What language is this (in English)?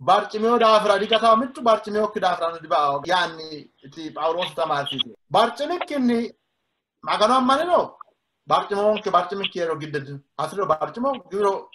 Sidamo